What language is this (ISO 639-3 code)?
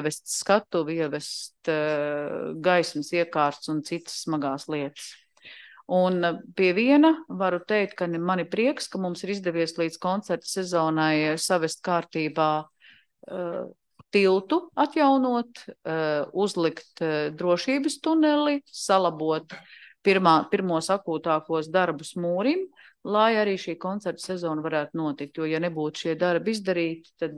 lav